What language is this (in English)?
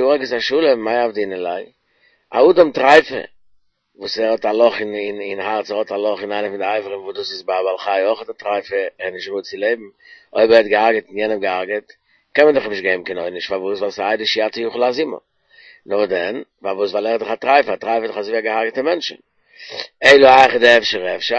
Yiddish